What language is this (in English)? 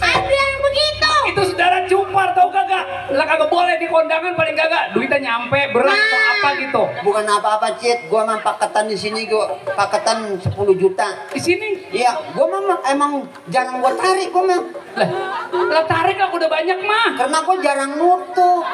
Betawi